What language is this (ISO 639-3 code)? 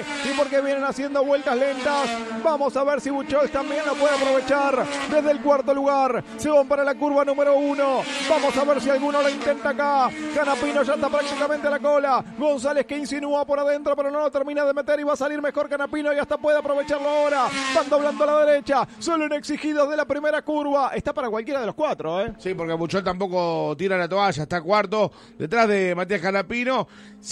spa